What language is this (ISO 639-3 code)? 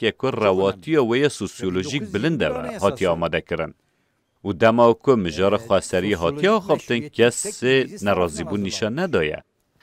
kur